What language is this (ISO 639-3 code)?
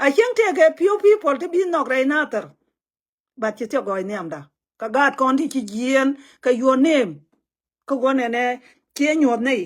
nus